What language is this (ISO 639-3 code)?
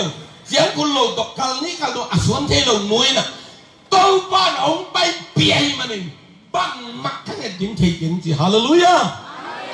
ctd